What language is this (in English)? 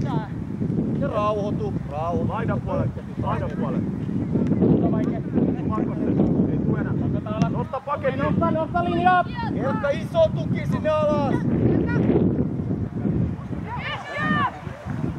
Finnish